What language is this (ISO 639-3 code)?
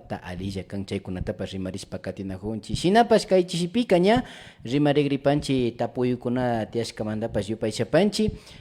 qvi